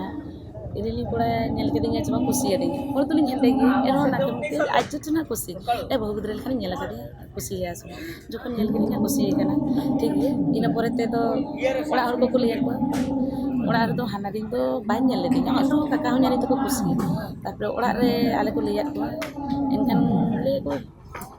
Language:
Santali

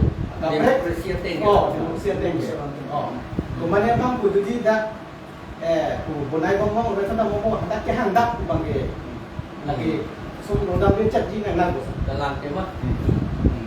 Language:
Karbi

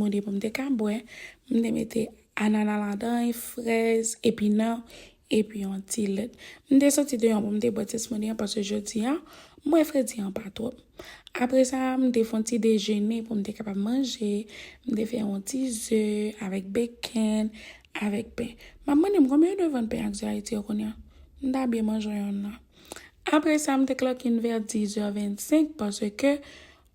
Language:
Haitian Creole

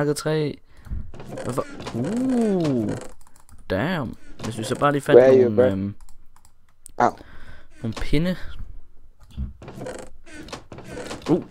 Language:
Danish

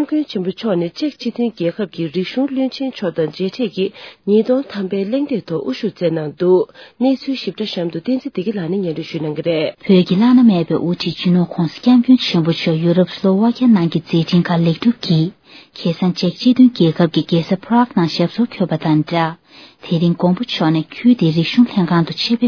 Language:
Tibetan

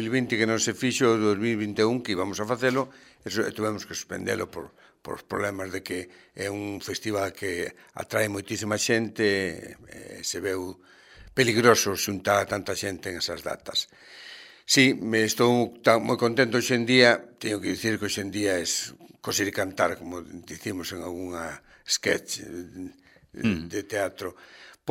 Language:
Galician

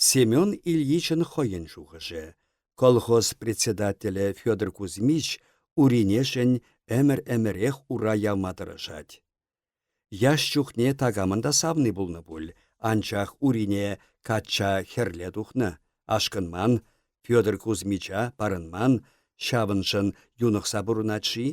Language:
Chuvash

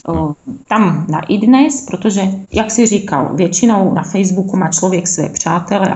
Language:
Czech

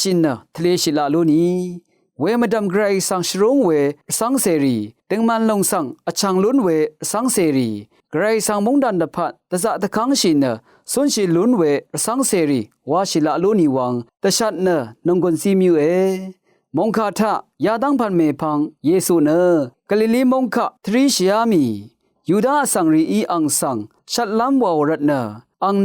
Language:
Rawang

